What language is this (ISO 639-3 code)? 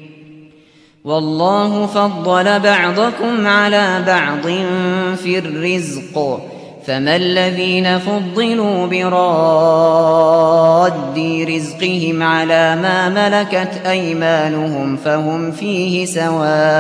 ara